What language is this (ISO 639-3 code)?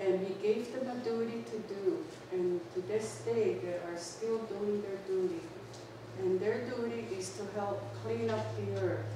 moh